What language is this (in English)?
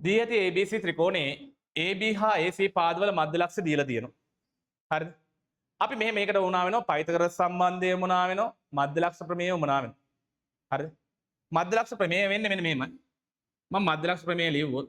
Sinhala